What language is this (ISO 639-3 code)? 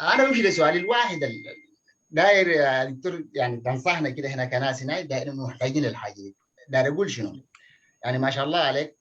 apd